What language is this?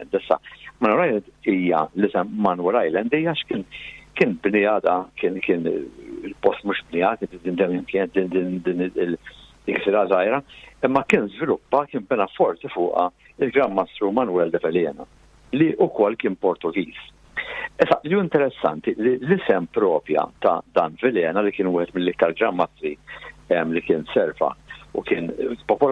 Maltese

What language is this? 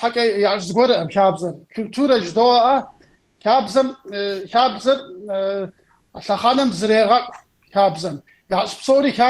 Kabardian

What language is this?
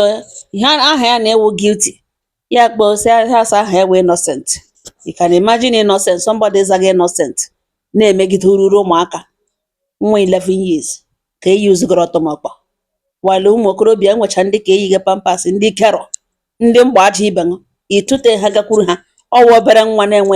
Igbo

